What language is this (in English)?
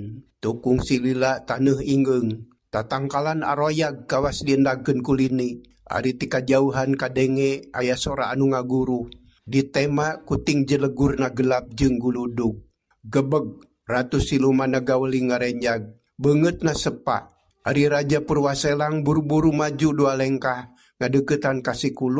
Sundanese